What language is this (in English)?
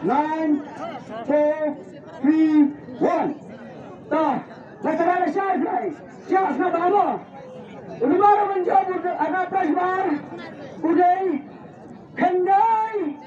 Khasi